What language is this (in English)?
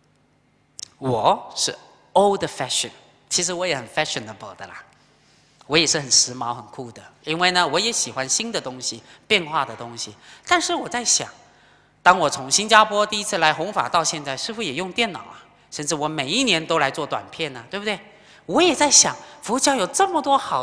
Chinese